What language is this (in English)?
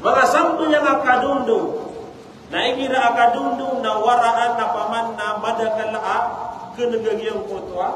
Maranao